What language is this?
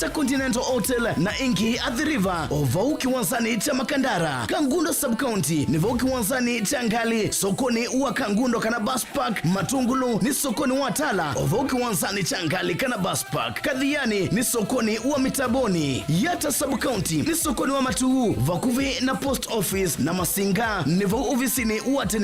Kamba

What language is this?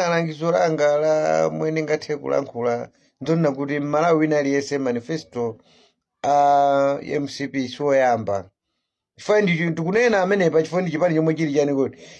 Nyanja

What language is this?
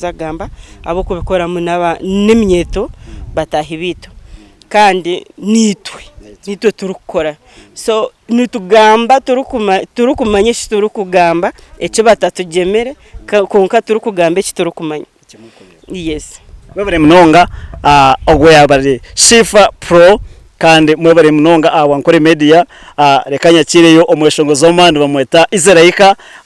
Nyankole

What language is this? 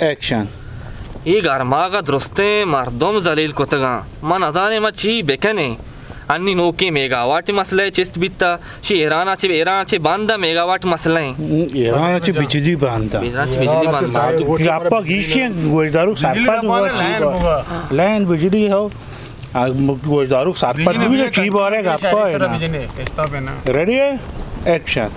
Baluchi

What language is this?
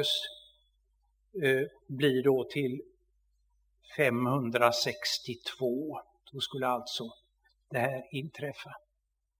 Swedish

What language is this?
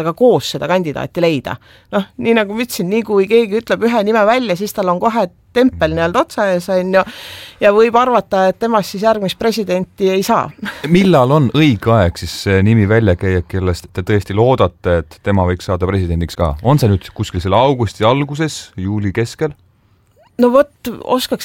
Estonian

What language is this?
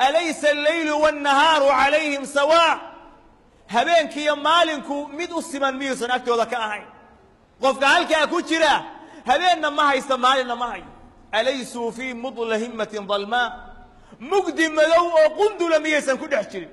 Somali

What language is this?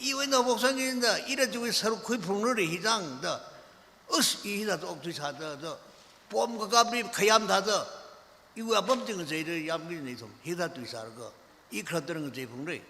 Tangkhul Naga (India)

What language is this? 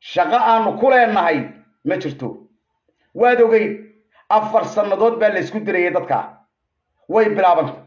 Somali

